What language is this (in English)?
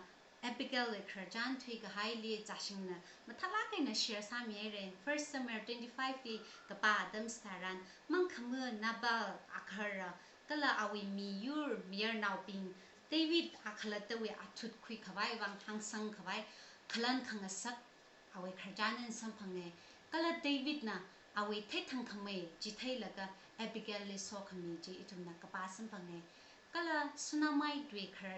Tangkhul Naga (India)